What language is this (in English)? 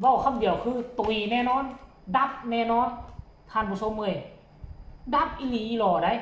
Northeastern Thai